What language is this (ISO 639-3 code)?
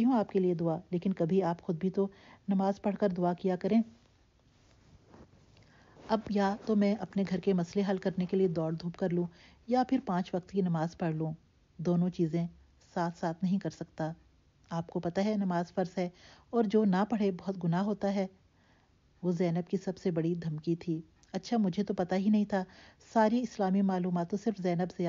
urd